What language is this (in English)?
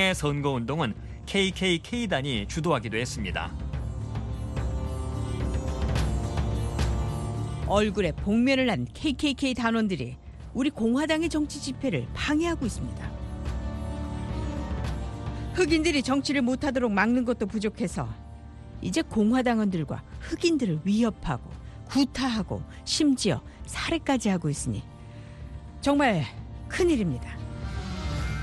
Korean